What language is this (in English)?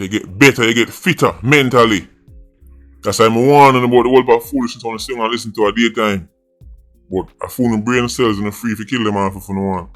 Jamaican Creole English